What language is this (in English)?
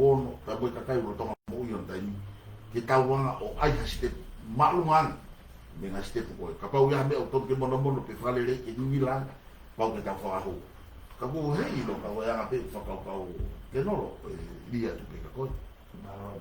Tongan